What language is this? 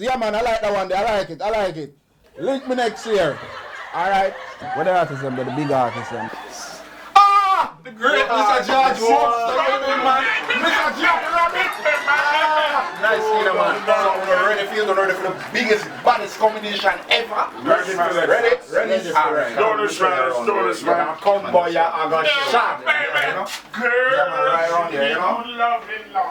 Jamaican Creole English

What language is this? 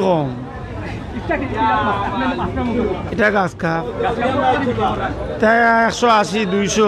Sylheti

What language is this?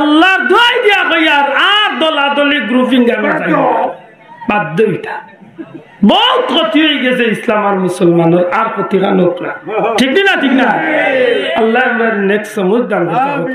Sylheti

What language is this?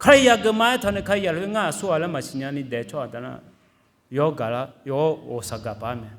Akha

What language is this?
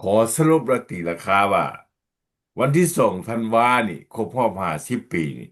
Lao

